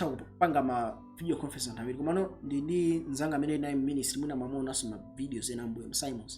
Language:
Nyanja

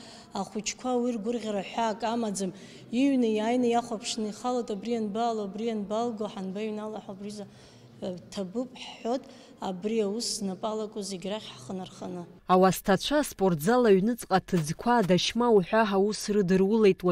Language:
Abkhazian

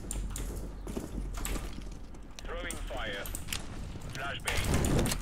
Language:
Romanian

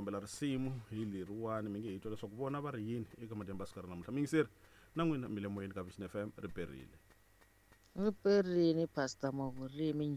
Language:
Tsonga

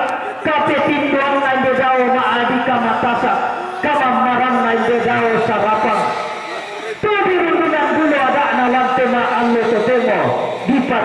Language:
Toraja-Sa'dan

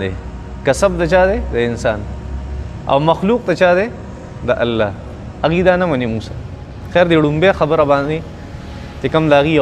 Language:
Pashto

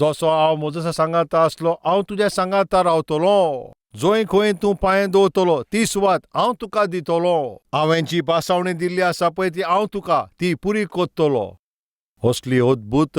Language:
Konkani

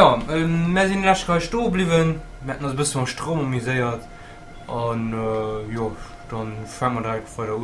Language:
Luxembourgish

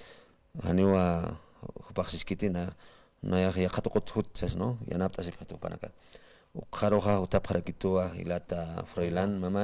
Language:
Aymara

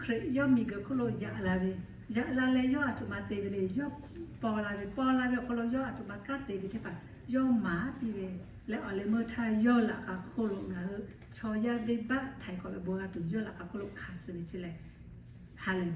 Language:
Lahu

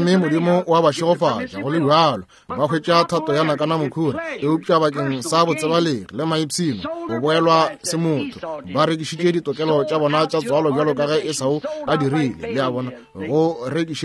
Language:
Northern Sotho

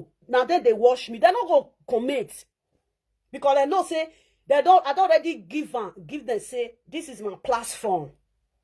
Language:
Nigerian Pidgin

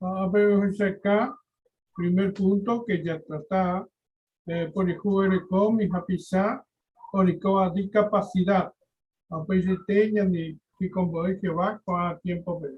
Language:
Guarani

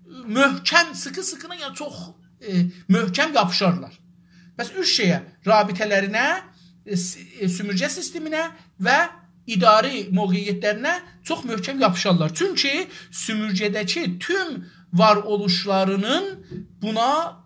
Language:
South Azerbaijani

